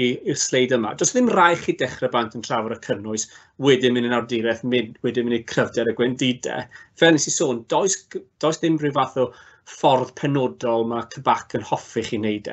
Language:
Welsh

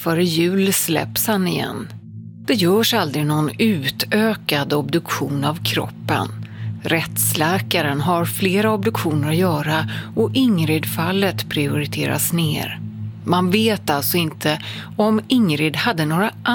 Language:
Swedish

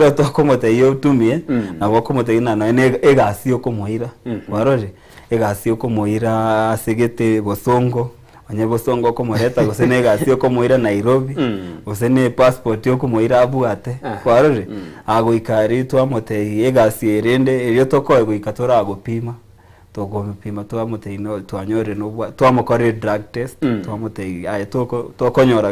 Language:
Gusii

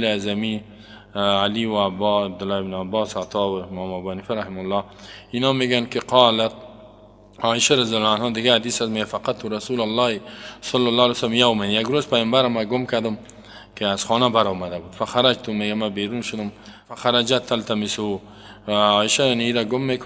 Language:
Persian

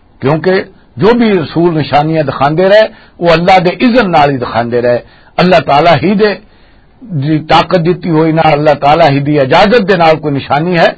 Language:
Western Panjabi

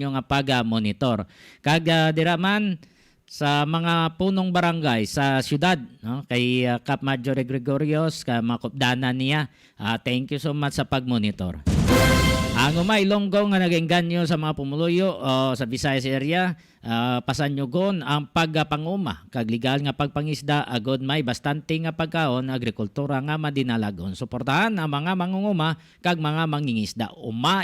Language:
Hiligaynon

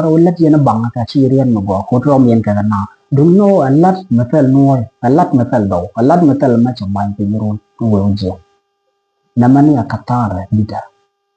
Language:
Nuer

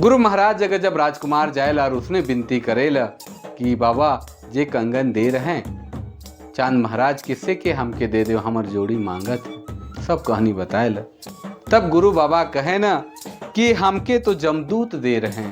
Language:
Sadri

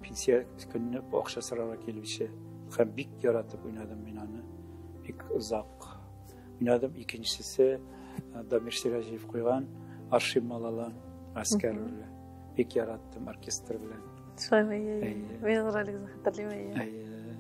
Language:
Tatar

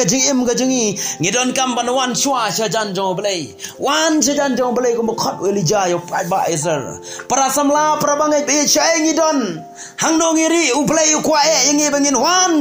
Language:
Khasi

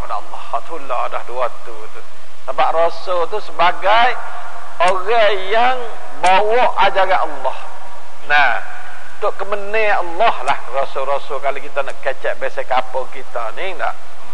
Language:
Malay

